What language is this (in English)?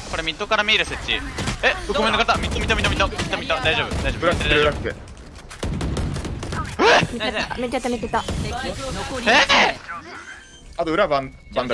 Japanese